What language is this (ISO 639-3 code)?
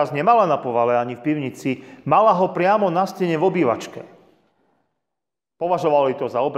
slk